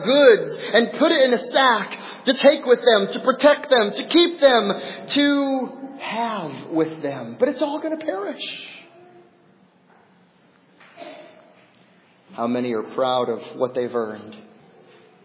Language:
English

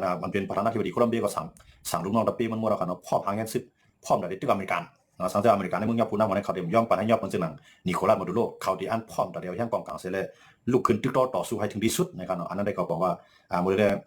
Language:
Shan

